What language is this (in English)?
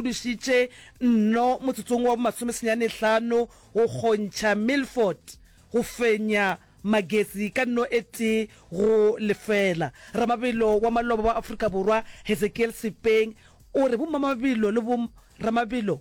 Northern Sotho